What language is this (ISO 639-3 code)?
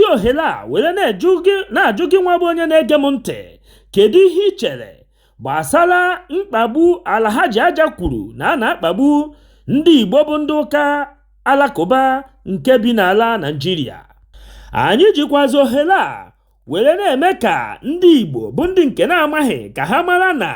ibo